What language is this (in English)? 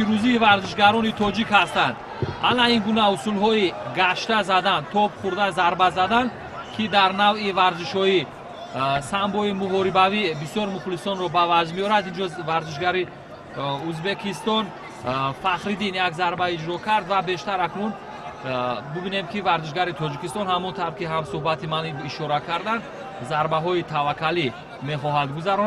Tajik